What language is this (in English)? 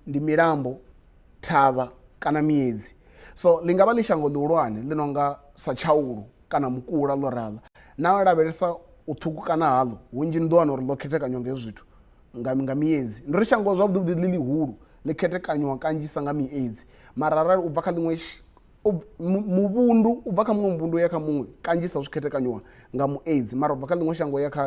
Venda